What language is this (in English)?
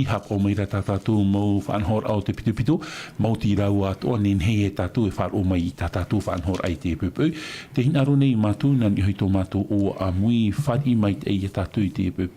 Tahitian